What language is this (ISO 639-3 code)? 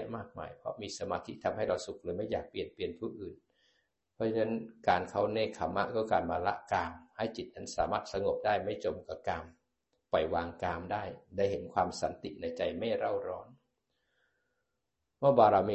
tha